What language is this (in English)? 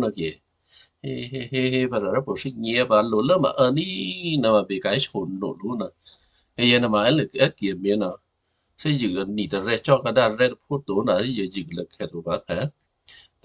Western Kayah